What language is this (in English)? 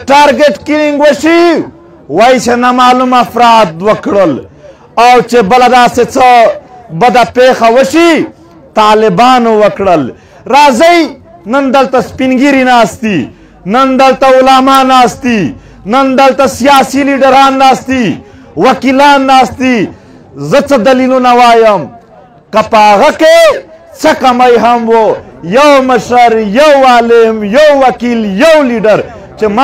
Pashto